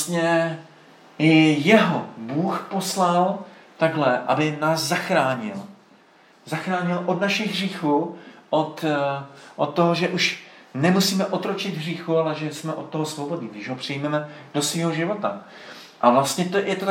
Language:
Czech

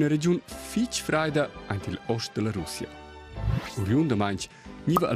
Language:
Romansh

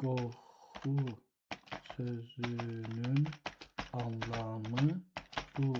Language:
South Azerbaijani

